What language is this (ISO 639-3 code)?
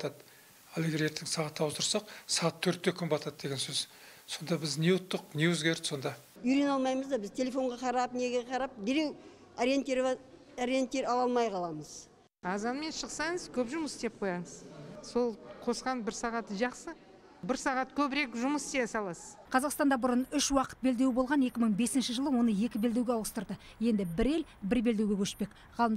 kaz